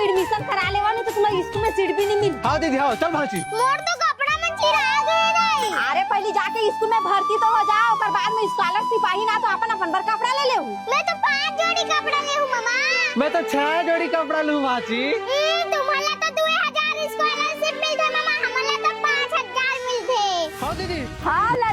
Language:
Chhattisgarhi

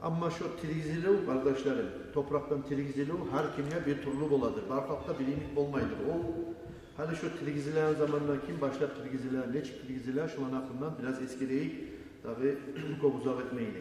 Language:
Kumyk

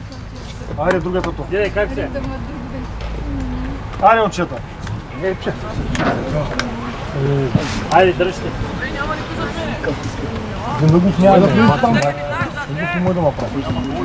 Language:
Bulgarian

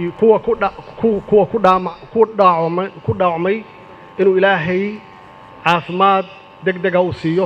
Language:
Somali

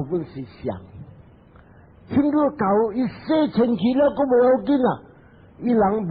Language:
Min Nan Chinese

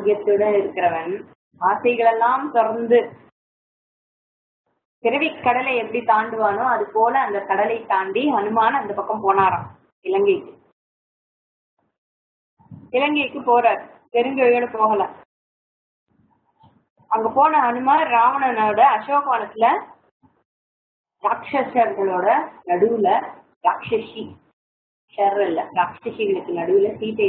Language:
Tamil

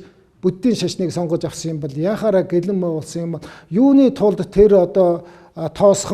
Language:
Mongolian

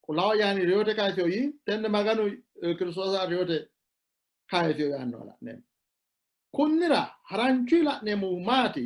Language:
Sidamo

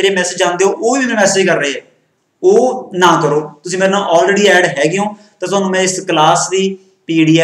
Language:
Punjabi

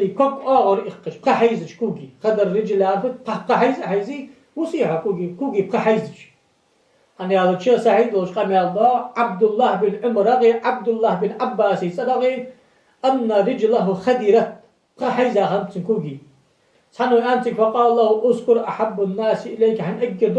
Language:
Ingush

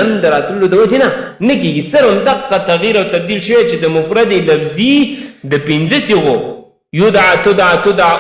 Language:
Pashto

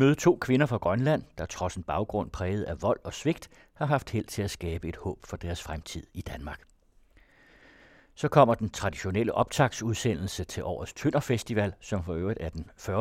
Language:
Danish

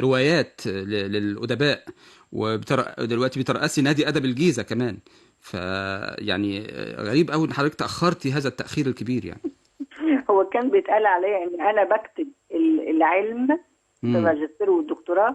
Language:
Egyptian Arabic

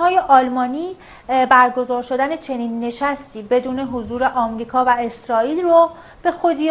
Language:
Persian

